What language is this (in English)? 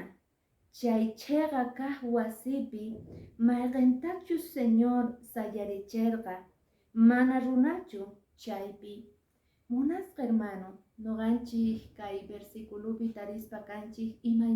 Quechua